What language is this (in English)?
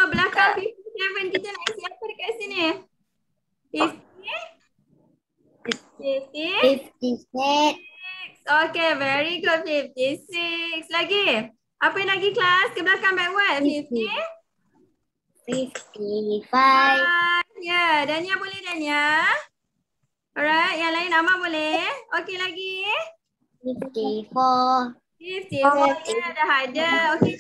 Malay